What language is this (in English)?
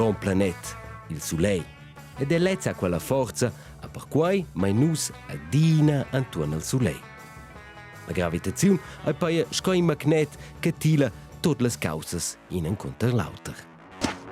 Romansh